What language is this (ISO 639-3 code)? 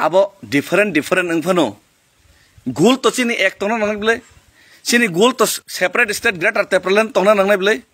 trp